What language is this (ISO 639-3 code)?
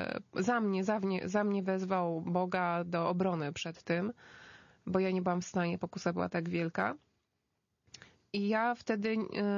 pol